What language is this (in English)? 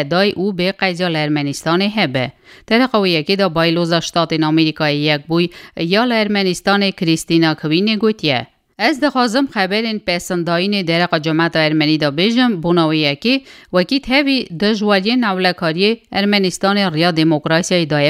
Kurdish